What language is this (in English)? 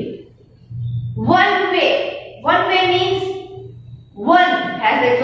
English